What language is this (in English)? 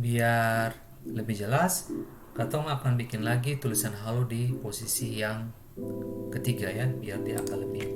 Ambonese Malay